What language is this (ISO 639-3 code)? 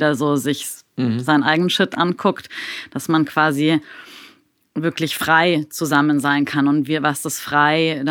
deu